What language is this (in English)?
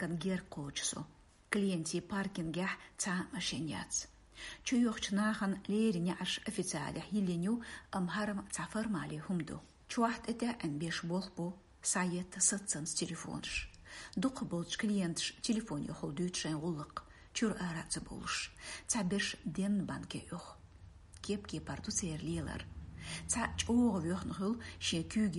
Chechen